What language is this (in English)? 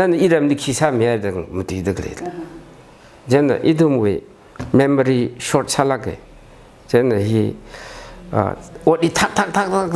Tangkhul Naga (India)